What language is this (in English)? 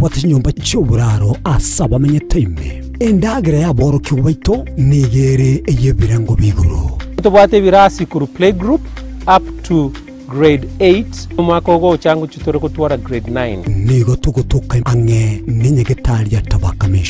Gusii